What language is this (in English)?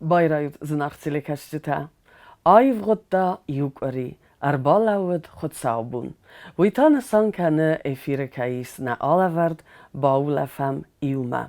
Ossetic